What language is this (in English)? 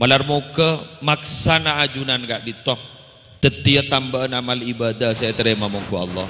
Madurese